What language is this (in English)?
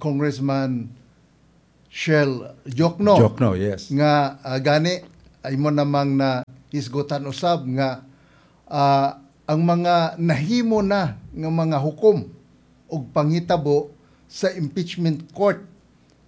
Cebuano